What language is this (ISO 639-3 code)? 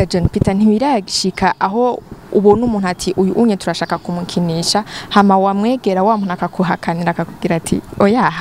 run